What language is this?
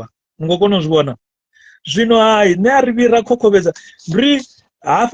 Venda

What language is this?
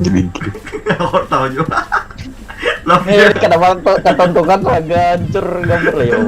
Banjar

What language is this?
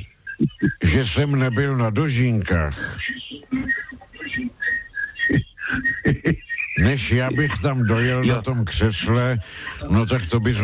Czech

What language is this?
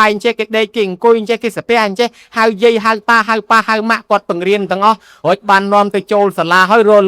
Khmer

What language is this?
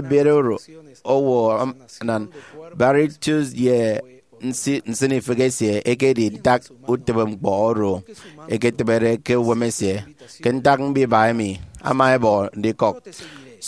Efik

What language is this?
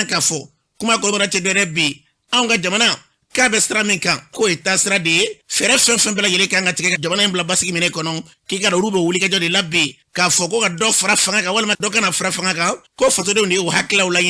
Bambara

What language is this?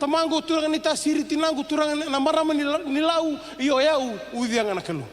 Fijian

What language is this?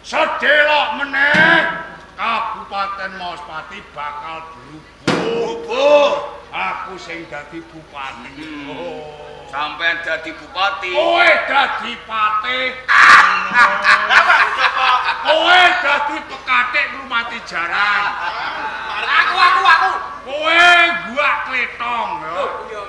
Javanese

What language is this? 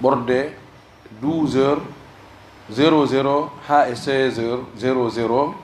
Pular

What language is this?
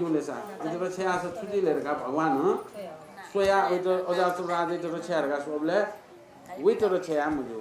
Newari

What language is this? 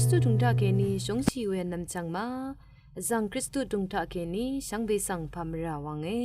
Rawang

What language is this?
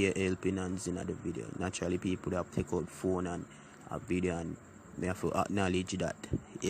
Jamaican Creole English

